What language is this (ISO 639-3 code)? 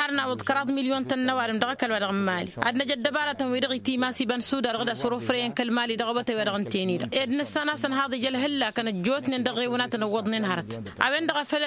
taq